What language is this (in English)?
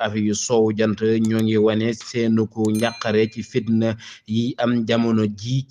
Wolof